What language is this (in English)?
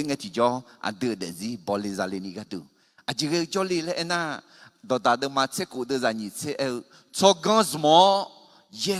Akha